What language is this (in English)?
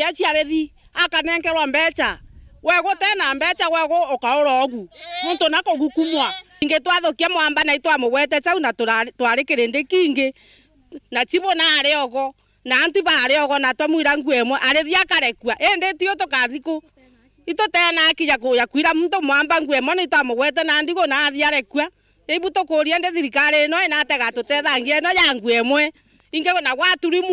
Meru